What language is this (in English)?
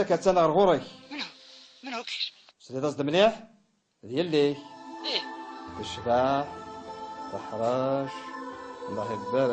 Kabyle